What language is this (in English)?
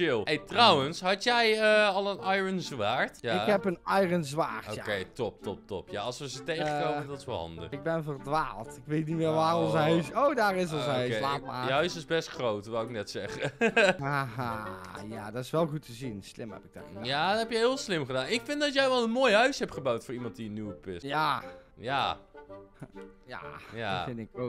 Dutch